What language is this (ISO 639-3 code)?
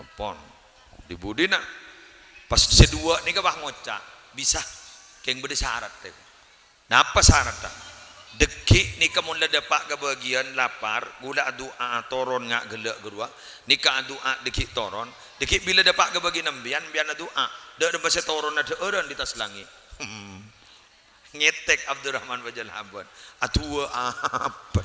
mad